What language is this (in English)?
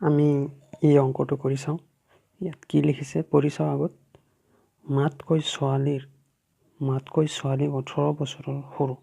Assamese